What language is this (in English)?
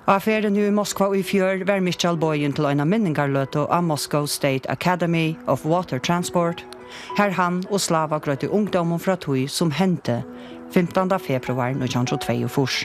Faroese